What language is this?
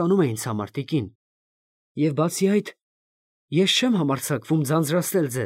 Armenian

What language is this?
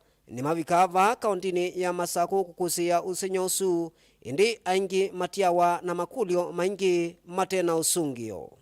Kamba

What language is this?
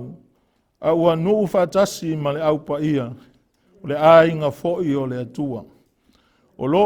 Samoan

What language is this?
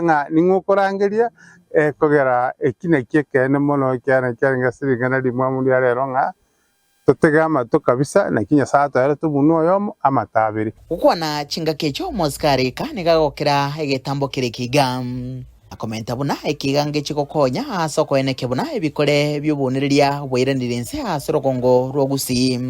Gusii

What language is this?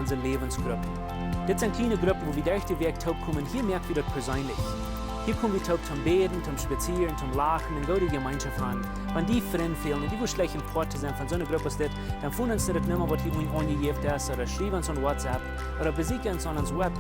Plautdietsch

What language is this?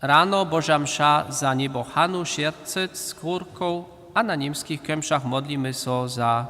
Upper Sorbian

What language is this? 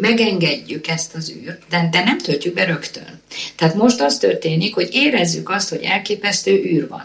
Hungarian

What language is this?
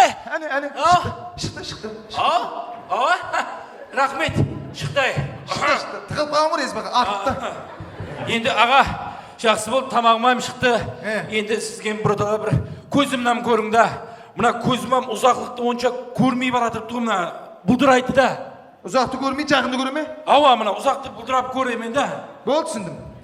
Kara-Kalpak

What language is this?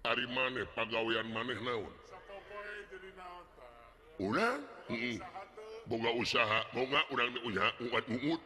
Sundanese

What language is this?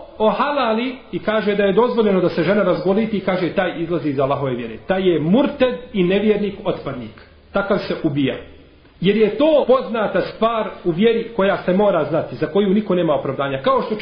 Bosnian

